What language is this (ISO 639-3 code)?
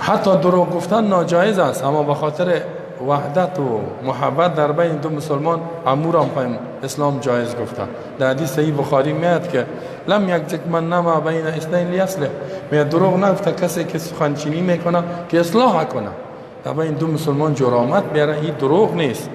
fas